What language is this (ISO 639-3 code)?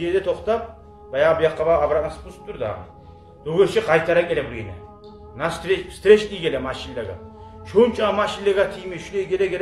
kum